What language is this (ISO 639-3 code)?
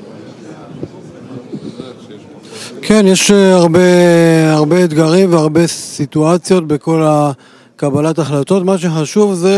heb